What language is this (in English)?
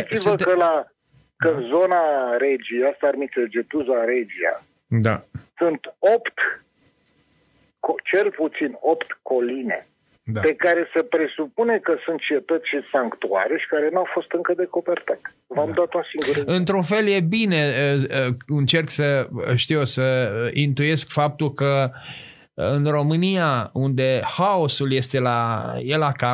Romanian